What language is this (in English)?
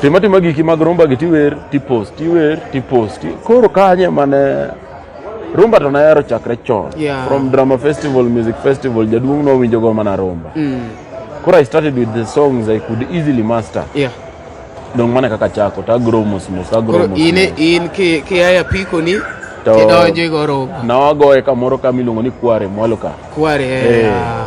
Luo (Kenya and Tanzania)